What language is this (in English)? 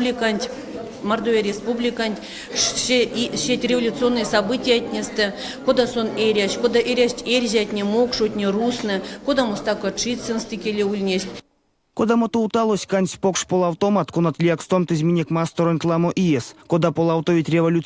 Erzya